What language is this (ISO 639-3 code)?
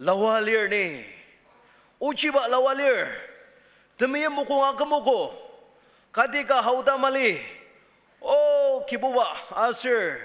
njo